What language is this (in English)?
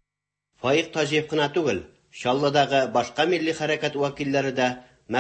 Tatar